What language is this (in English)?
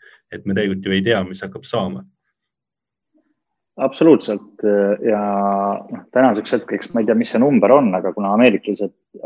Estonian